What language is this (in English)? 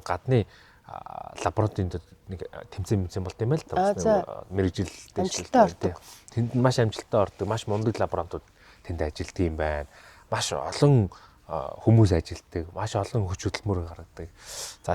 Mongolian